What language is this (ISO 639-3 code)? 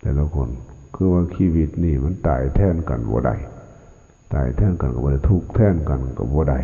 lao